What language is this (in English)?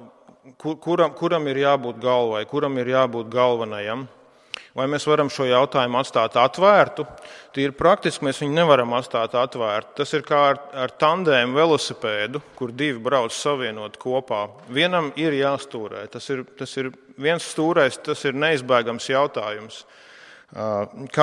Latvian